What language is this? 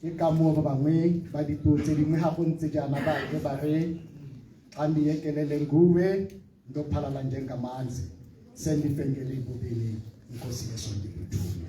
Tswana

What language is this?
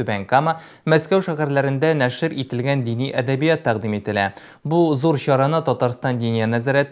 Tatar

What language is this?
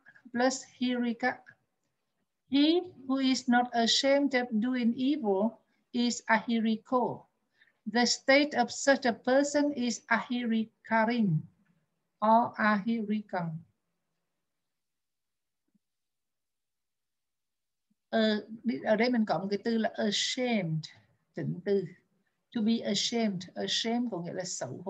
Vietnamese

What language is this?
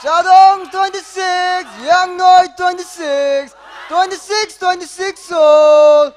Tangkhul Naga (India)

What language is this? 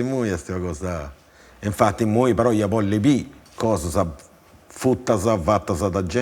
Sardinian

